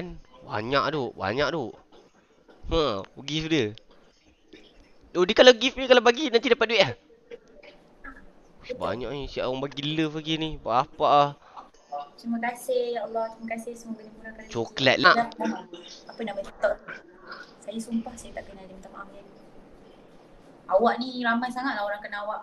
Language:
Malay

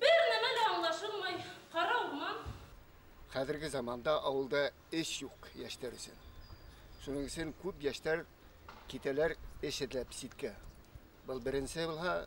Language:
Bashkir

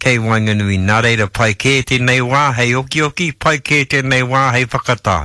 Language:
Māori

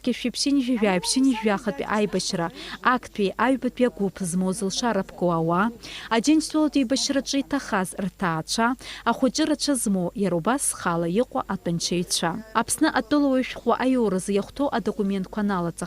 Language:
Abkhazian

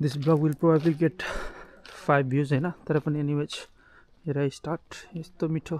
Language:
Nepali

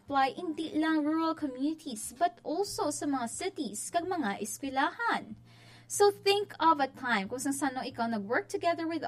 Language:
Hiligaynon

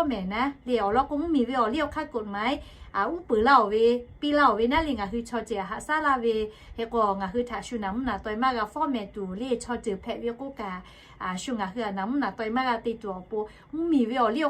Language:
Lahu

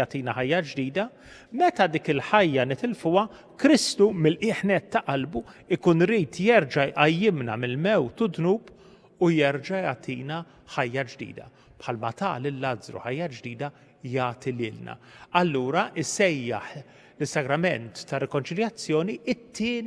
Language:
Maltese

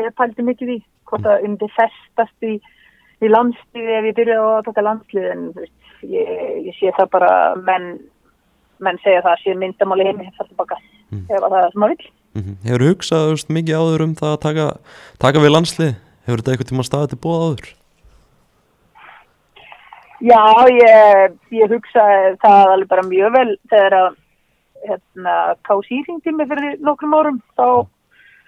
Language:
Icelandic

